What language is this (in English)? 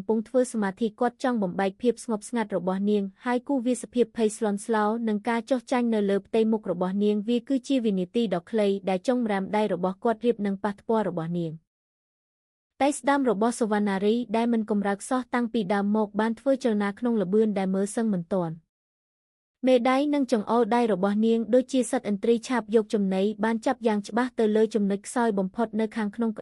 Khmer